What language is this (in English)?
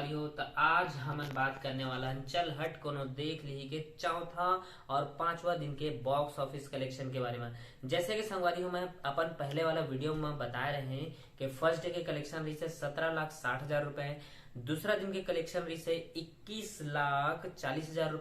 Chhattisgarhi